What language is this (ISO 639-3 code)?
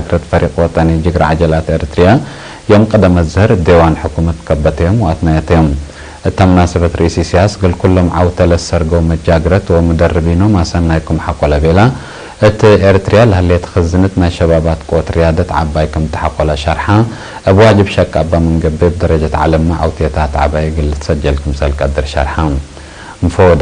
tig